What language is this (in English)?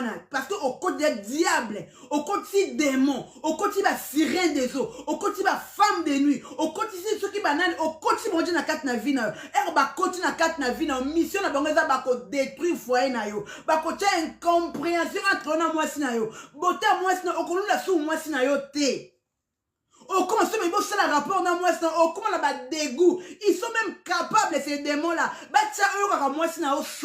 Lingala